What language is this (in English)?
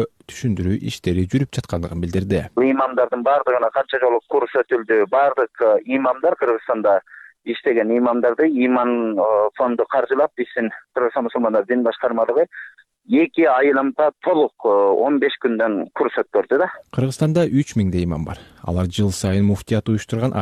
Kyrgyz